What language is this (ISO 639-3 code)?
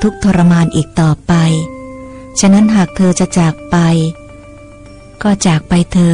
tha